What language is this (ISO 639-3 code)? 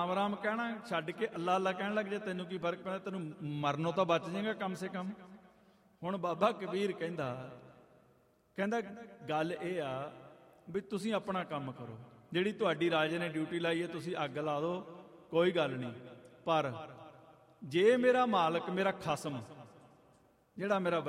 pan